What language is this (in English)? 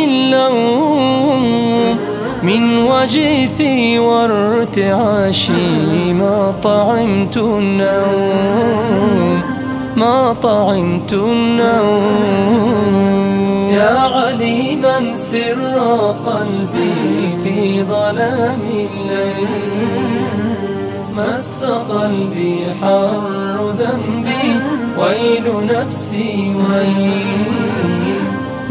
Arabic